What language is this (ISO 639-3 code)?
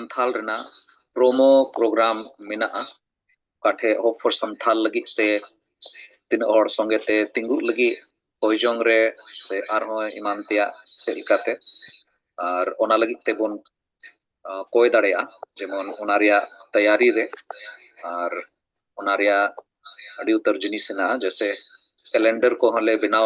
sat